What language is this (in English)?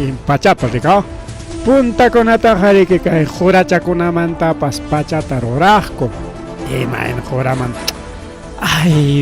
Ayacucho Quechua